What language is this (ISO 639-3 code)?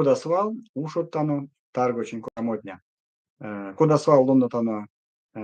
myv